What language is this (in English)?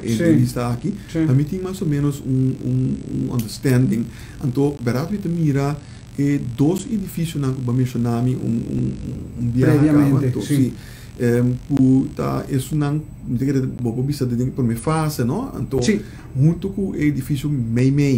Papiamento